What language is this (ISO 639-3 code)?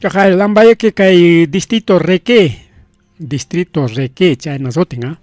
quy